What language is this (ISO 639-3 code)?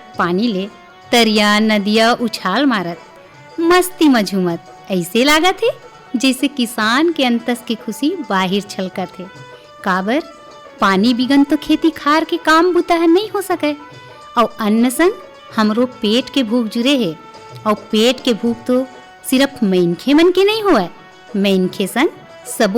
hne